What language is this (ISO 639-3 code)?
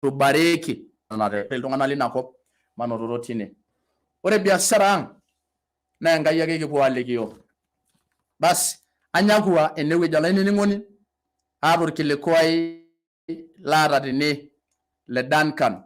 mas